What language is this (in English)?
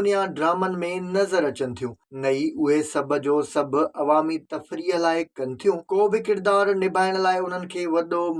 Sindhi